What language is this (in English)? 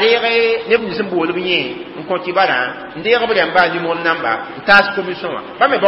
Mossi